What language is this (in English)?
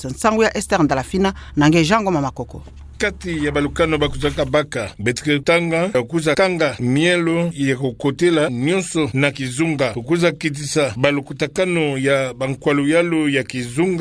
Kituba (Democratic Republic of Congo)